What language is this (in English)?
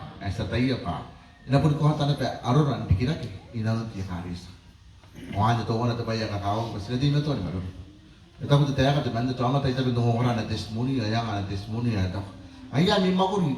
Gilbertese